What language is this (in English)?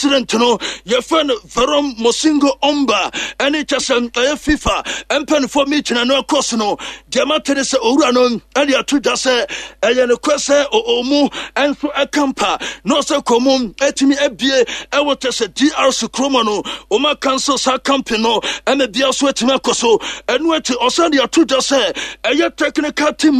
Akan